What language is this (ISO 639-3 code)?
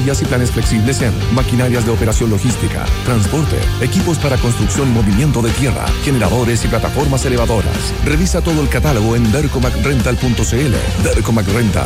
spa